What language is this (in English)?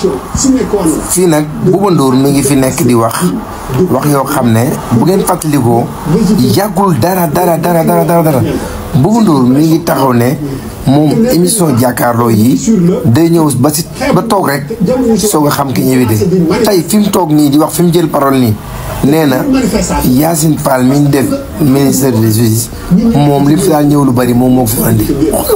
Wolof